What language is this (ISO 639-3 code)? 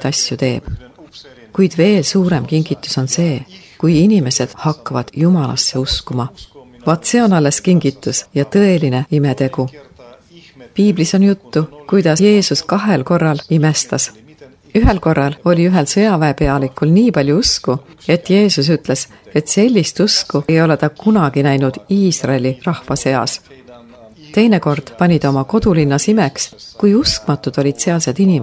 est